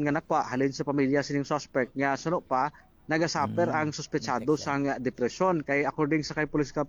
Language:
Hiligaynon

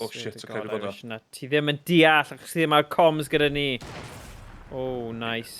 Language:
Welsh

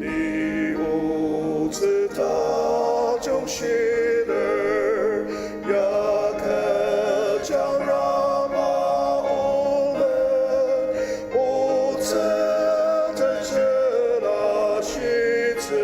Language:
Ao Naga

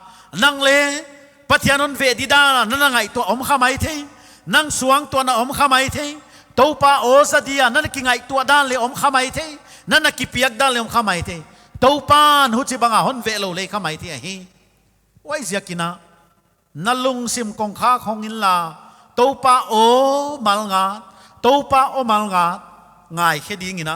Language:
Paite Chin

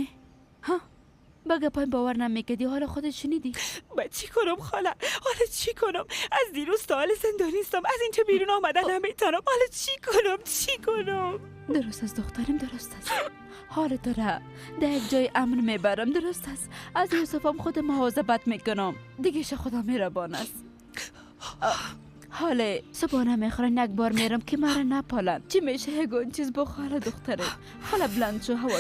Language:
Persian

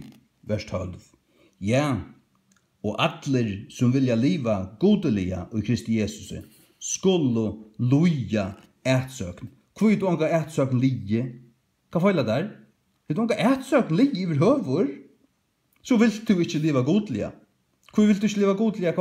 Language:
Faroese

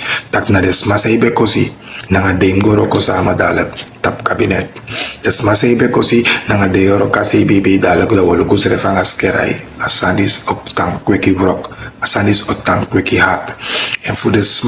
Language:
Sranan Tongo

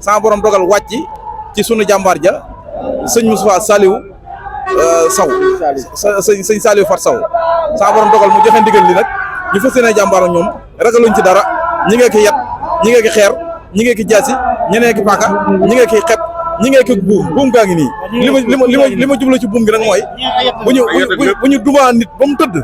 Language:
Wolof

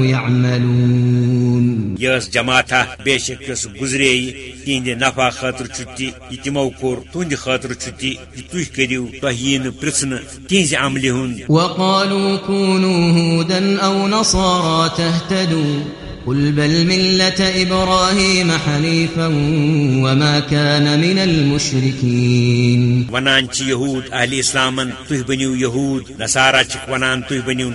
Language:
Kashmiri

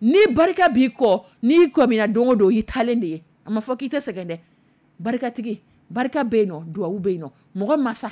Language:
Dyula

